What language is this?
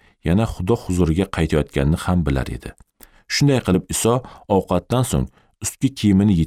Uzbek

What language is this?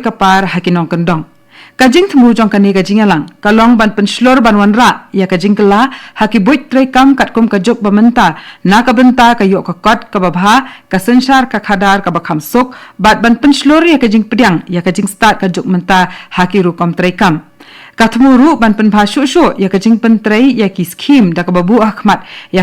Khasi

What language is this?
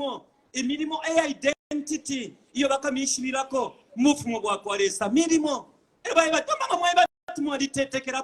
Bemba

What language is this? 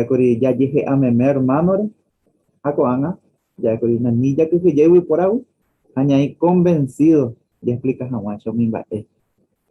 Guarani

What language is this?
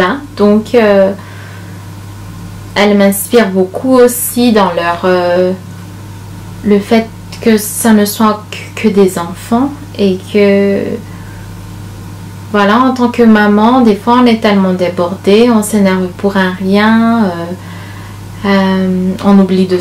French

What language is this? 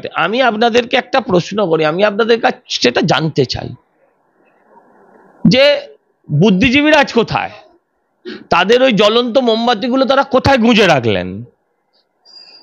Bangla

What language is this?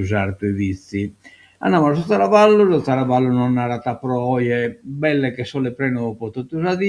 Sardinian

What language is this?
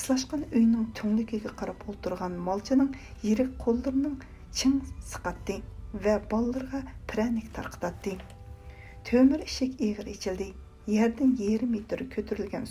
Uyghur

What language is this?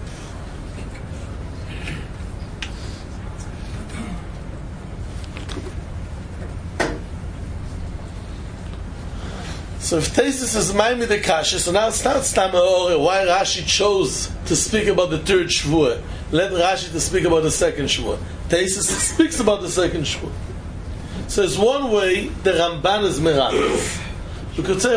English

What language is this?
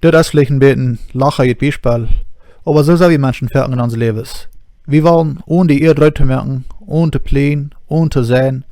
Plautdietsch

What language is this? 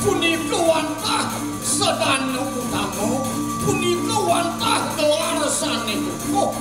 Balinese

